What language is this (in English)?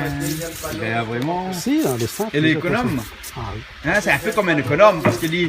Réunion Creole French